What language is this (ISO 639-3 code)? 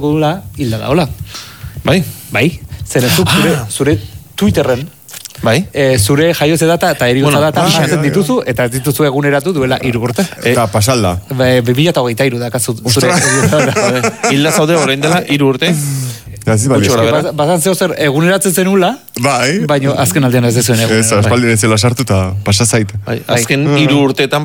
eus